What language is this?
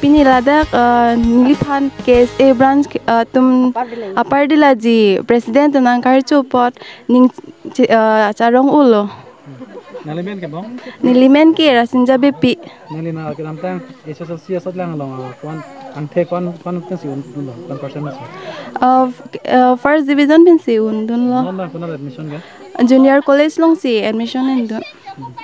Karbi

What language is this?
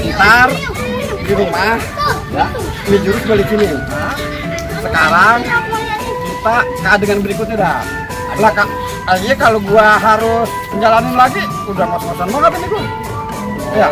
Betawi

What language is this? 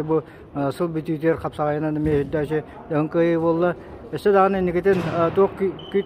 Yakut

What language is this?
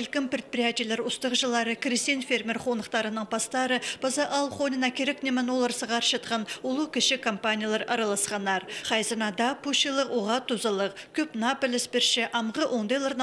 Khakas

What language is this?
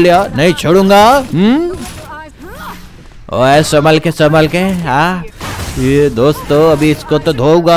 Hindi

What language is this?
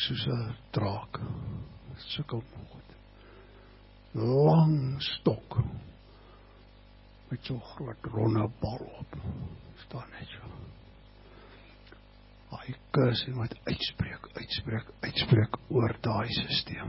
Afrikaans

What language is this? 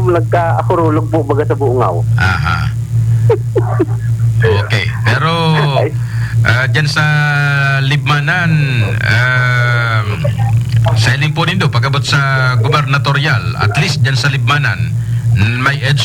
Bikol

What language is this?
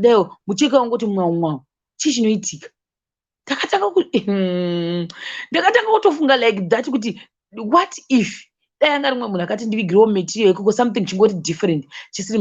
Shona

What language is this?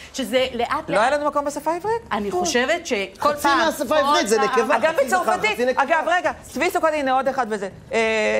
Hebrew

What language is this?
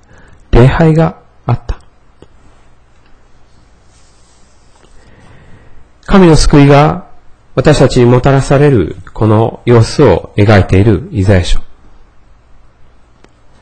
Japanese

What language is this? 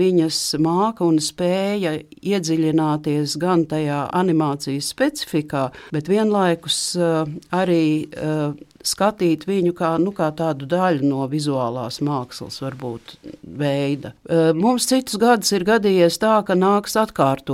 Latvian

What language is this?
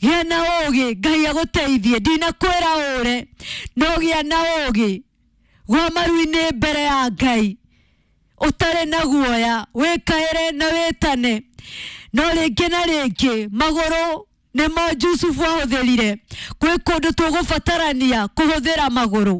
Kikuyu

